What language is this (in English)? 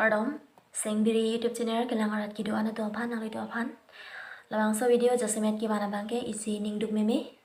Karbi